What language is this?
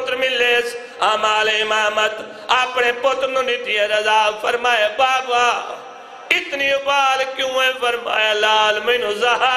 Saraiki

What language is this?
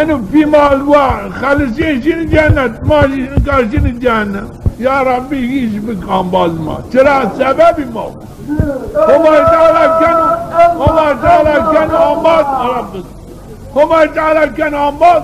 Zaza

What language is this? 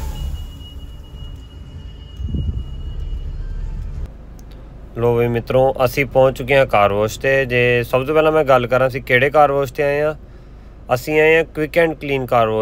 Punjabi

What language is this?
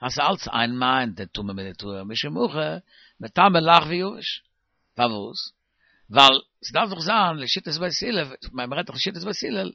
Yiddish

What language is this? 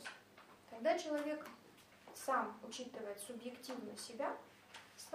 Russian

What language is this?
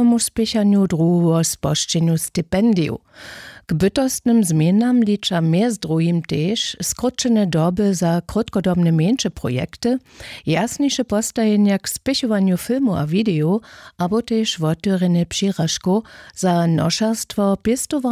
Upper Sorbian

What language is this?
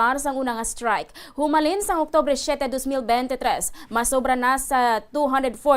Hiligaynon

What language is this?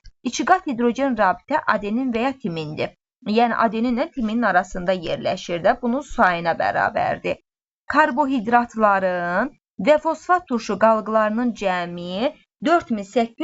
Azerbaijani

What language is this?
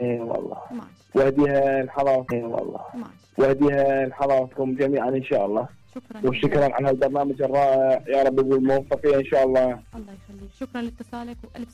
Mesopotamian Arabic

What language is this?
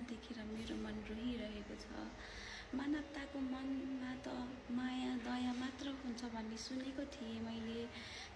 Nepali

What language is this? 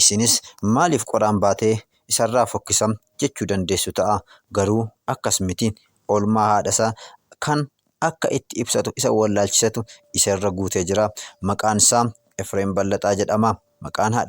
Oromo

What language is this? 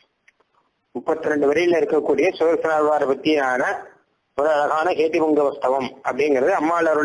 Tamil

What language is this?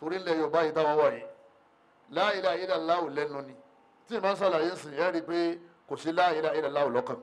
Yoruba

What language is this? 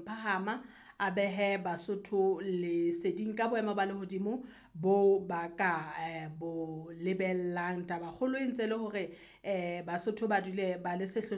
Southern Sotho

